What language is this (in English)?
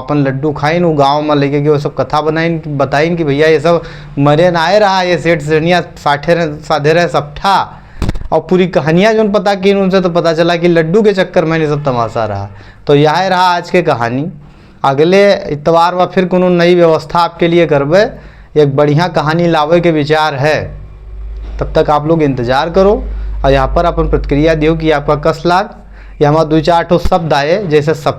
Awadhi